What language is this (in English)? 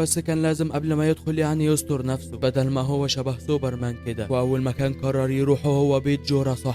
Egyptian Arabic